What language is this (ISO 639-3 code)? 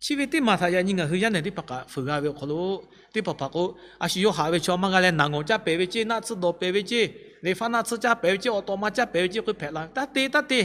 lhu